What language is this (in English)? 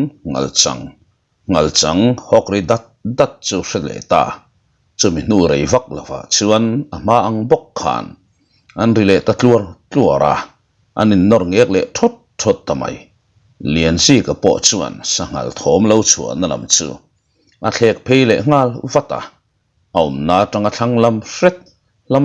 Mizo